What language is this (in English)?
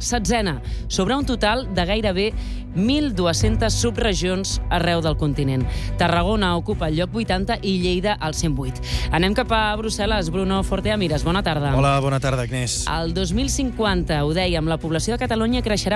Catalan